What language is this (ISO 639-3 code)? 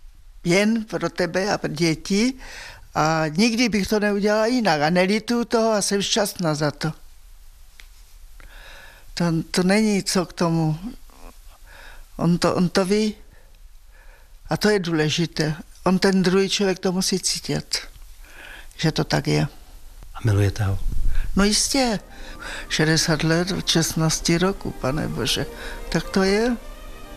ces